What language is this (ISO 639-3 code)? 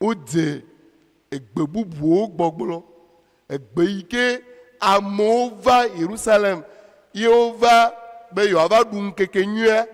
ewe